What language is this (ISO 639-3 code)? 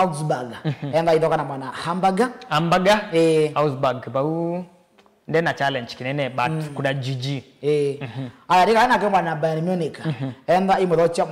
kam